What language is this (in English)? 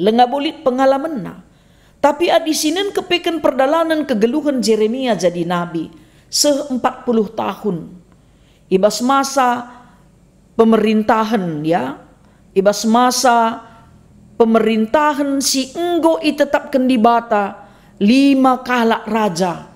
Batak Karo